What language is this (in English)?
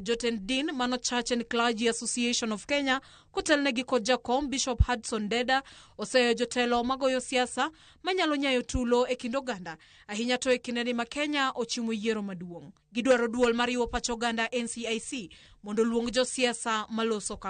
Luo (Kenya and Tanzania)